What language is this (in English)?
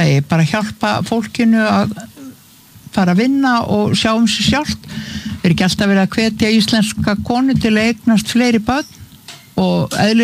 Icelandic